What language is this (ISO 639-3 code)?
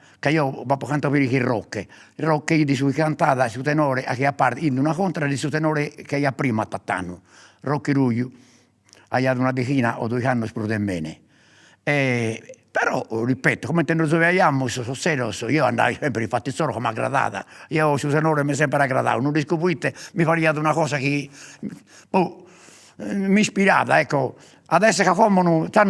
srd